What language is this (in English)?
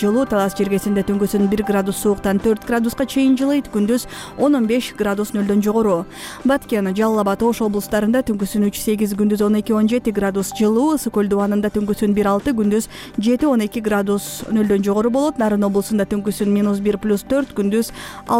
Kyrgyz